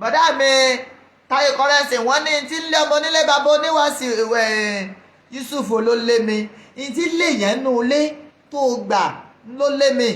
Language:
Yoruba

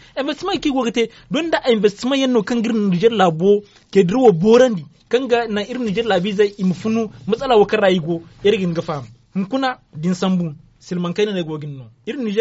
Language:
Zarma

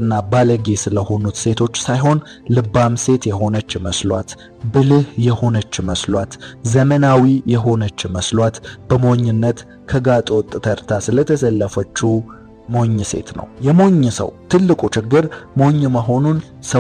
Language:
Amharic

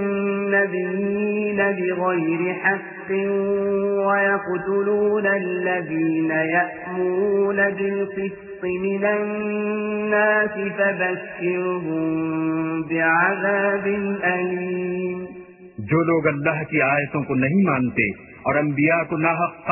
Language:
Urdu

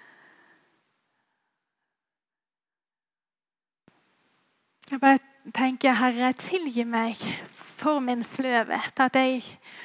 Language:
Norwegian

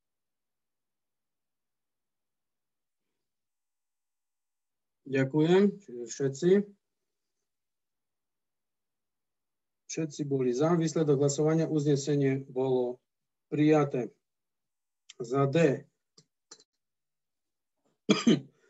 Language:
Slovak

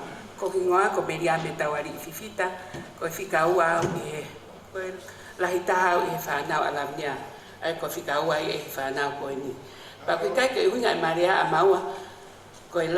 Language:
Tongan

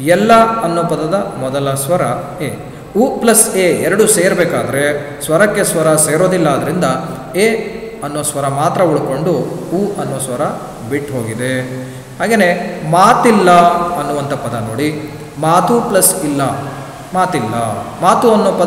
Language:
Kannada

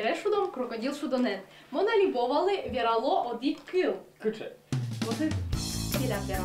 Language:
Udmurt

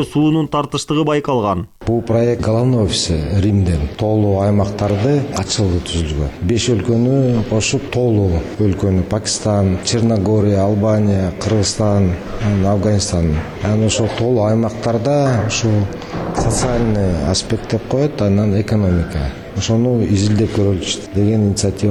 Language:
Kyrgyz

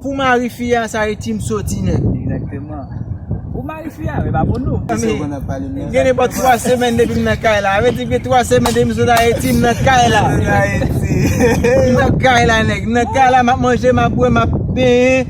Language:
Haitian Creole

